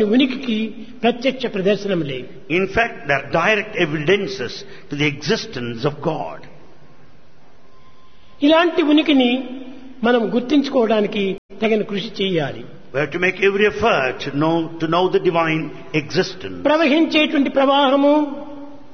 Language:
Telugu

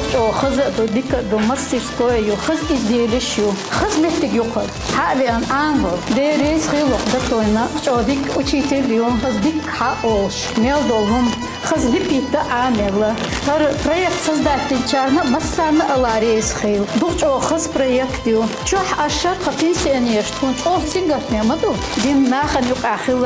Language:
Chechen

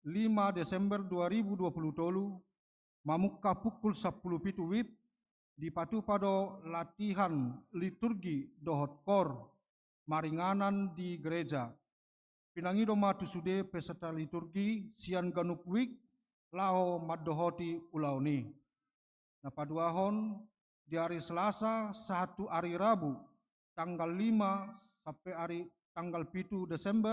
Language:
Batak Toba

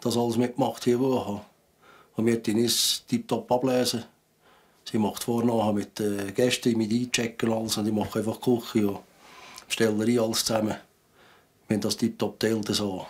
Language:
Swiss German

